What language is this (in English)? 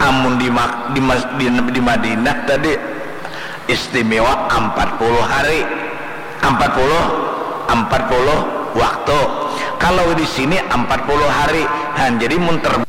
Banjar